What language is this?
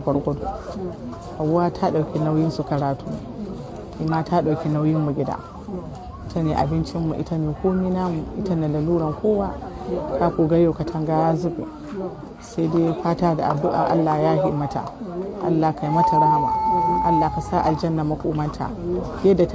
Hausa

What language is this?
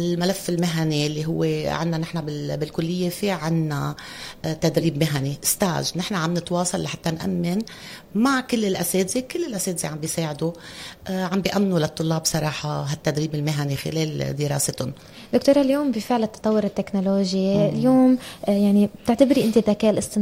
North Levantine Arabic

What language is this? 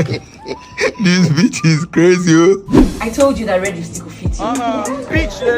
Nigerian Pidgin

